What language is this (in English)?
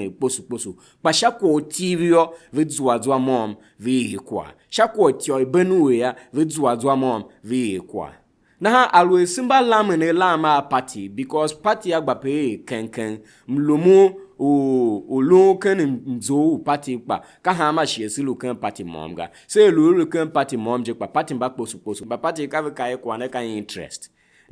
Tiv